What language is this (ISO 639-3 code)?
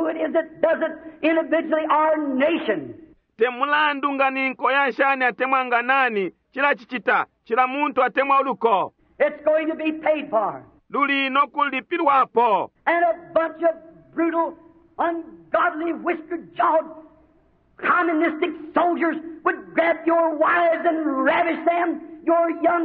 bem